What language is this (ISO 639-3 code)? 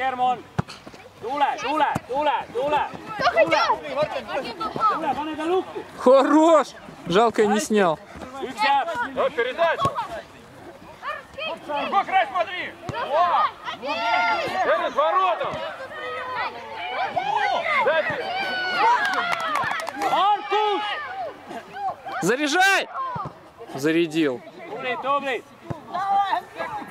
est